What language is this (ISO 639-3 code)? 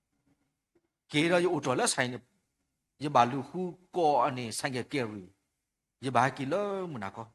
ksw